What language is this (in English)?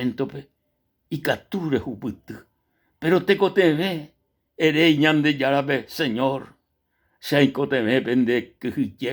Guarani